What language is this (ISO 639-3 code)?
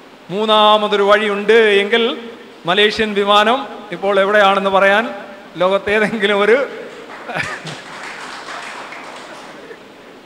mal